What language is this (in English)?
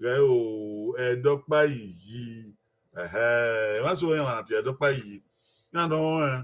Bini